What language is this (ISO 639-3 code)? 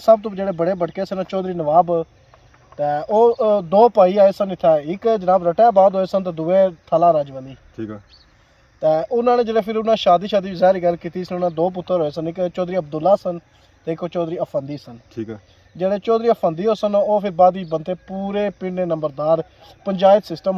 phr